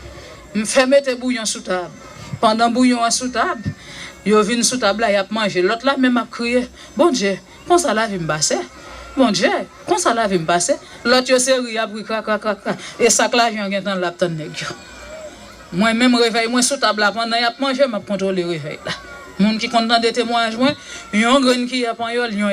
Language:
Haitian Creole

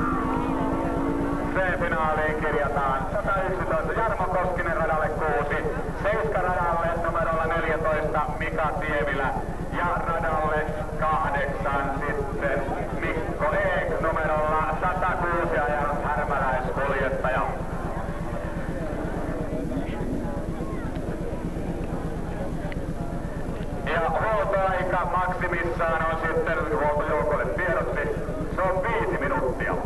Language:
Finnish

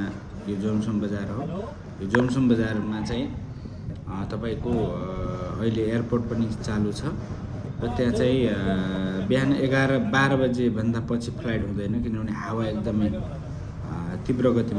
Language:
Nepali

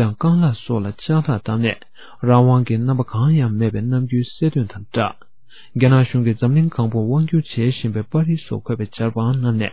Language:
Tibetan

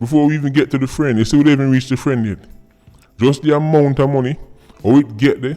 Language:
Jamaican Creole English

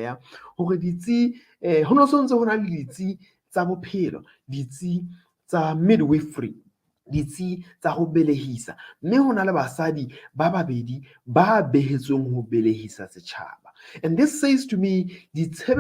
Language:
Southern Sotho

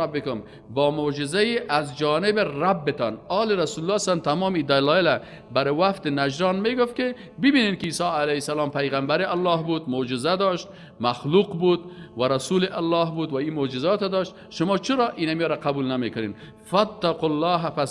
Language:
Persian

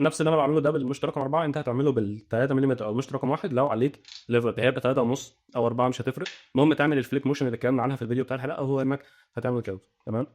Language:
Egyptian Arabic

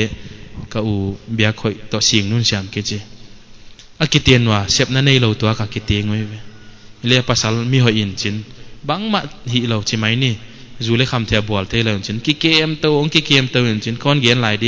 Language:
Paite Chin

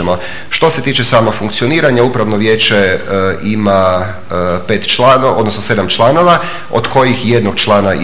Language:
Croatian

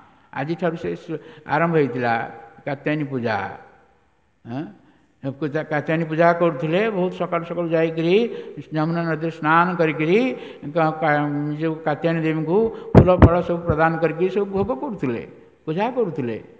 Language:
Odia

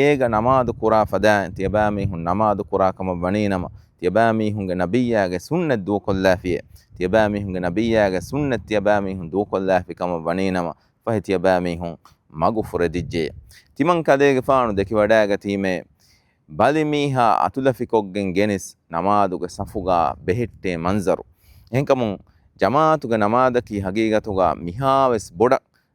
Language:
Divehi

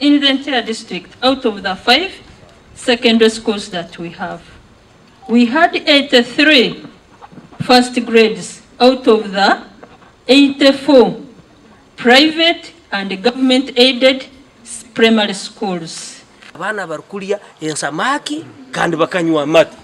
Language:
Nyankole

